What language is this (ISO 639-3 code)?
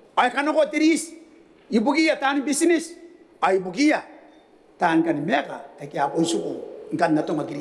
gil